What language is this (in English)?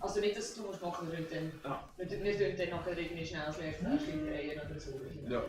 Swiss German